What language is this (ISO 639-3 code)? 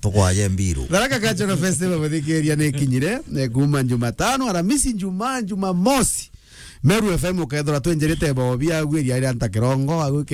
mer